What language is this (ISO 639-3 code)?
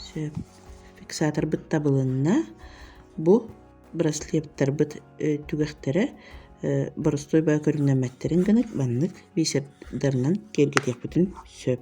sah